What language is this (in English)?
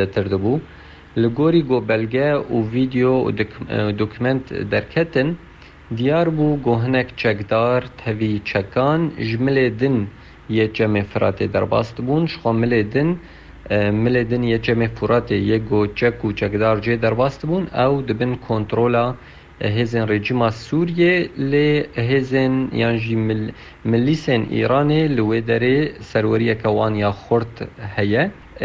Kurdish